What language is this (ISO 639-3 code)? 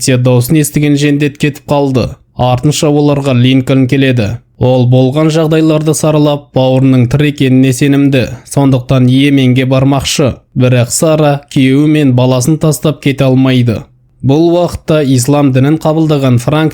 kaz